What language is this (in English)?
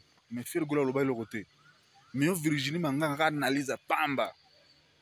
Lingala